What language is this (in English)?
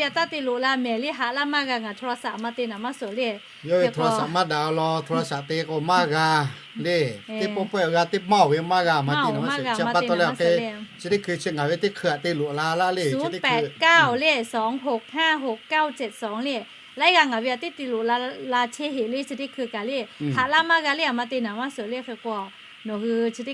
Lahu